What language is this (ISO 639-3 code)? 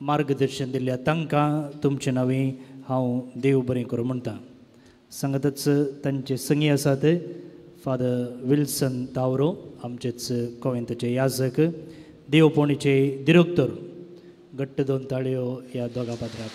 kok